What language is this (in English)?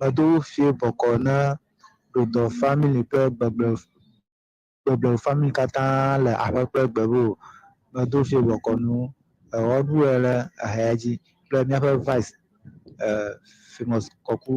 Ewe